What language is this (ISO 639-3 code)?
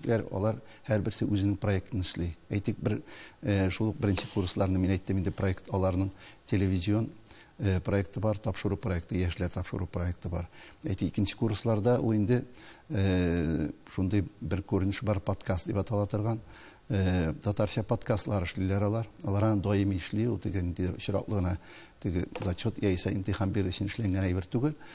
tat